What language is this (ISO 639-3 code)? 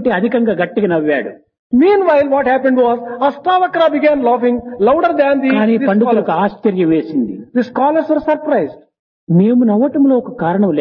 tel